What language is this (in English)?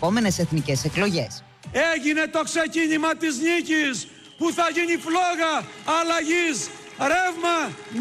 Greek